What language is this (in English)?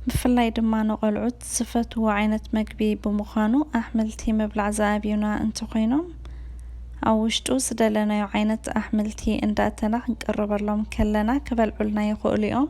Tigrinya